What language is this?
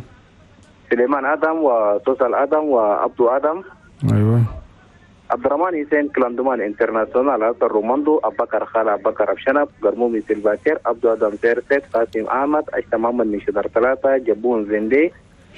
Chadian Arabic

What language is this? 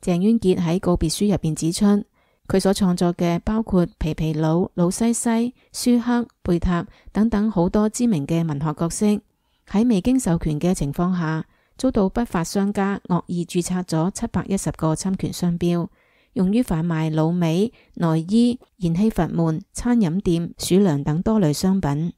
Cantonese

